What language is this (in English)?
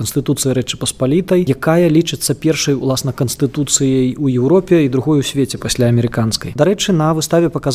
Belarusian